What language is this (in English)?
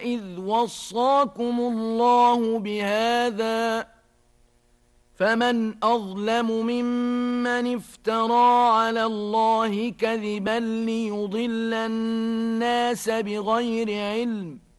Arabic